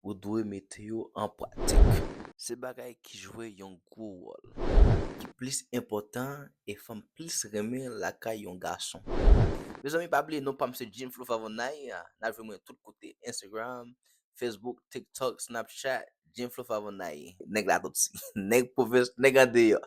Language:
Haitian Creole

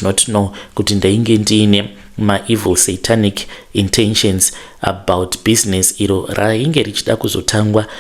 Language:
Shona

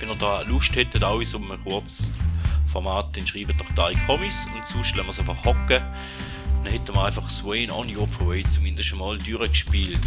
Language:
Swiss German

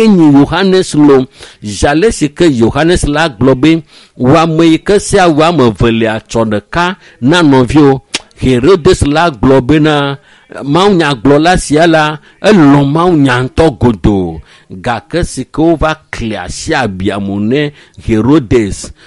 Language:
Ewe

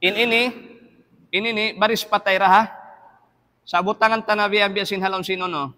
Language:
Tausug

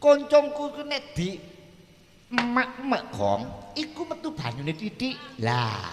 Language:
Javanese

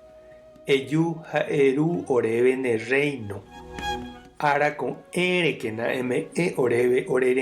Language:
Guarani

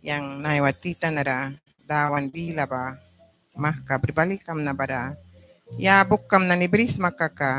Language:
Mískito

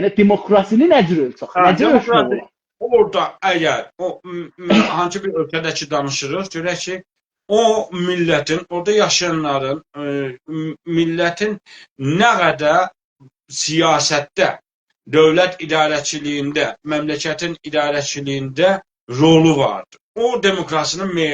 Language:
South Azerbaijani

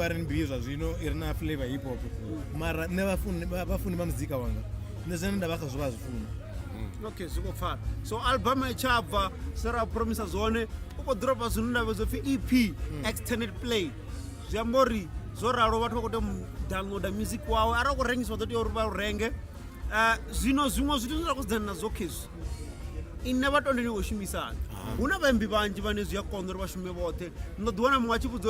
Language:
Venda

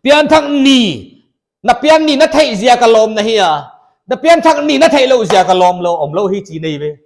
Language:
Paite Chin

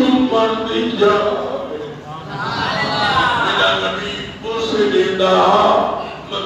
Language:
Saraiki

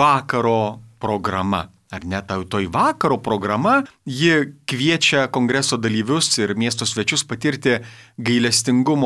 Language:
Lithuanian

